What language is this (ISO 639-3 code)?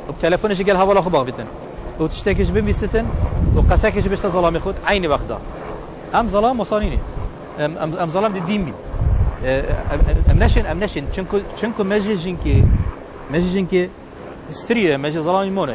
kur